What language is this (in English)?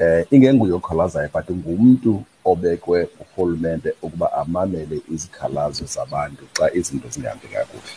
Xhosa